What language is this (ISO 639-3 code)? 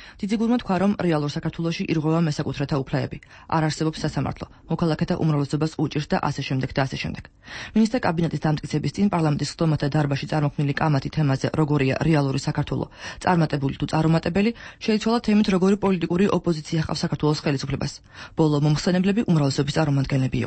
kat